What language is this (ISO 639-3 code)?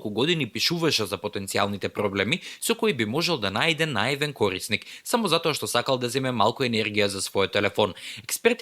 mkd